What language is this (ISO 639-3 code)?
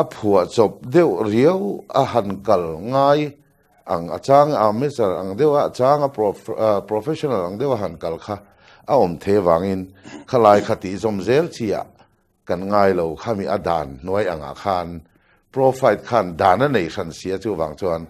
lus